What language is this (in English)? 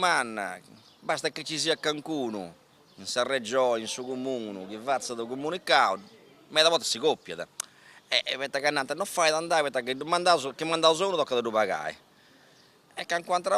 Sardinian